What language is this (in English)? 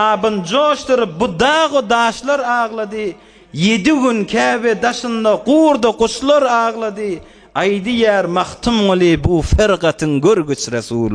Turkmen